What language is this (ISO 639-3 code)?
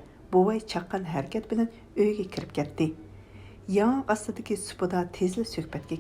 uig